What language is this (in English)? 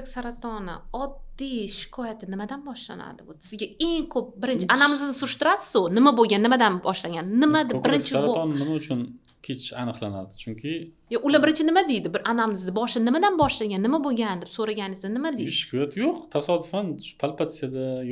Uzbek